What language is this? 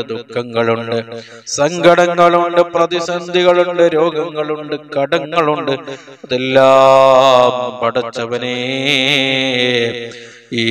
Malayalam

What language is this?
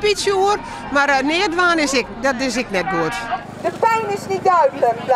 Western Frisian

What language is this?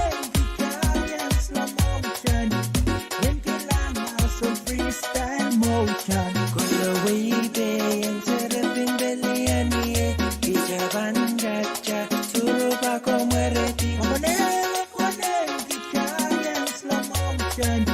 Pohnpeian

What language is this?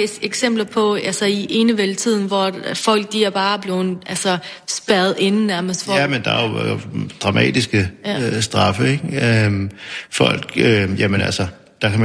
Danish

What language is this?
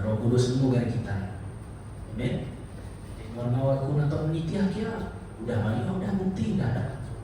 Iban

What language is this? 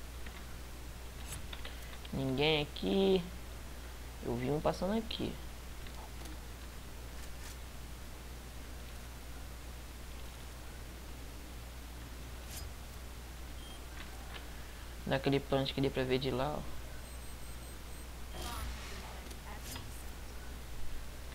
Portuguese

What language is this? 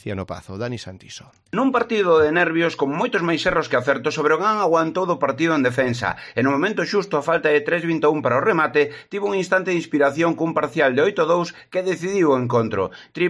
Galician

